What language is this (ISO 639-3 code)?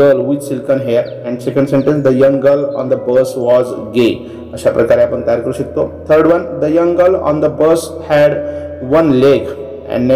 mar